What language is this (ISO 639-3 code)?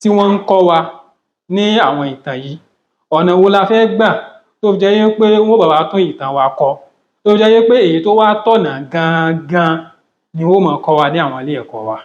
yor